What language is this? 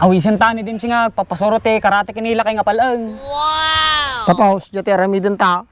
Iloko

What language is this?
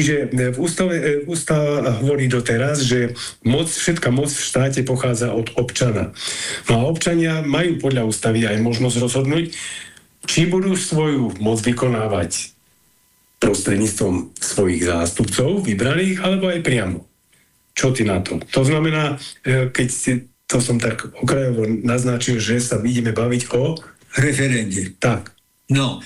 Slovak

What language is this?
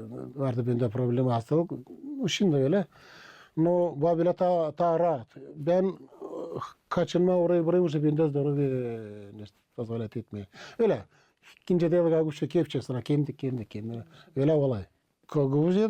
Gagauz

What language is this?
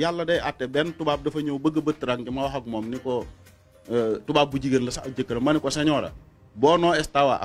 Wolof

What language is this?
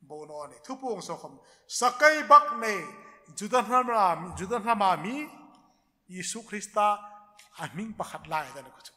Hmar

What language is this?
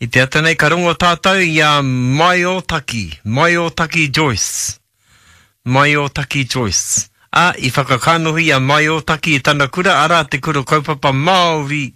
Māori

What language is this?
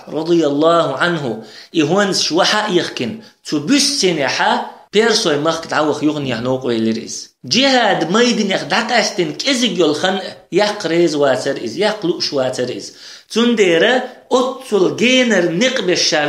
Chechen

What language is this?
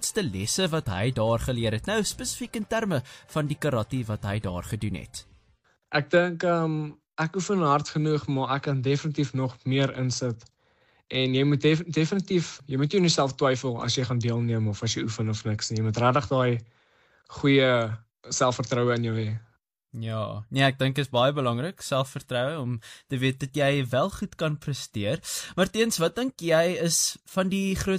Afrikaans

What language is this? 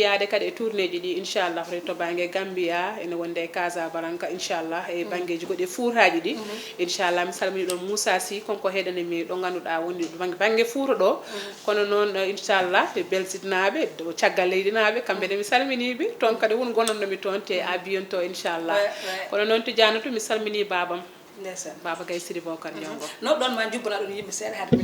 Fula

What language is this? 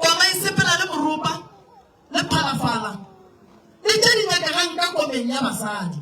Northern Sotho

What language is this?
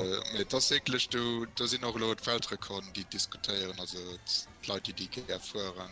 Luxembourgish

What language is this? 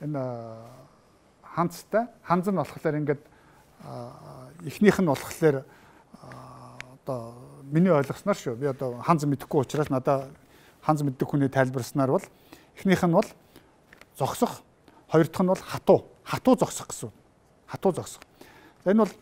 Mongolian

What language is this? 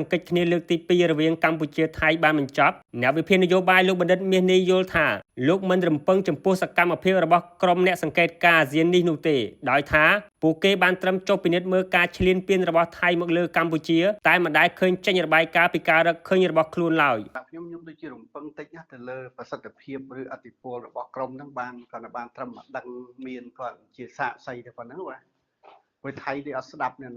Khmer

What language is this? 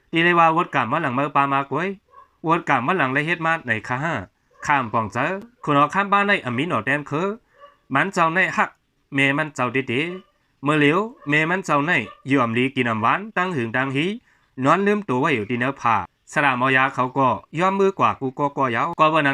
Shan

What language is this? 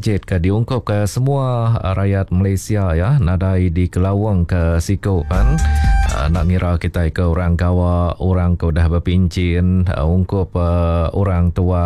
Iban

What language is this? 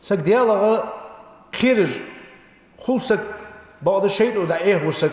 Ingush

